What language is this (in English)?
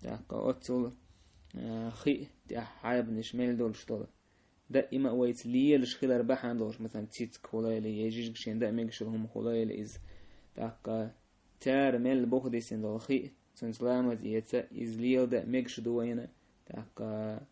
Chechen